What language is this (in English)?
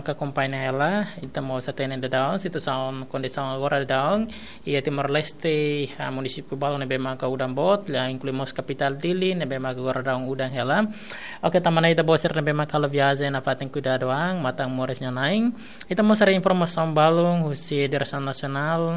Tetum